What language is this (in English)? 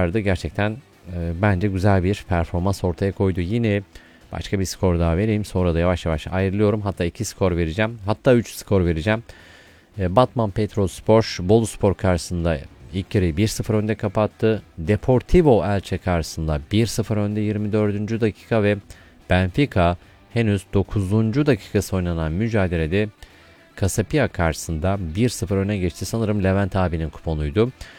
Turkish